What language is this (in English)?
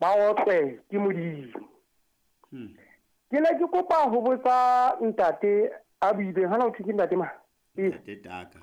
Southern Sotho